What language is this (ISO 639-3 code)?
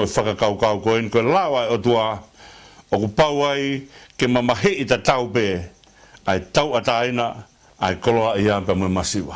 ton